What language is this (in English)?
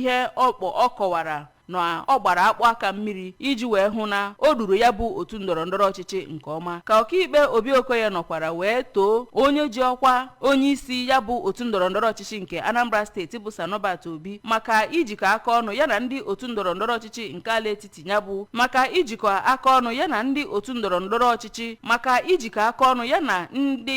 Igbo